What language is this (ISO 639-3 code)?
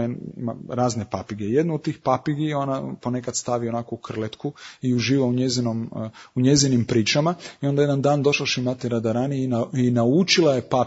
hrv